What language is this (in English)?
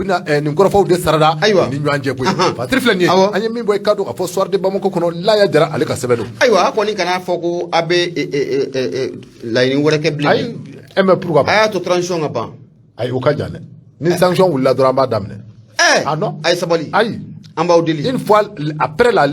Bambara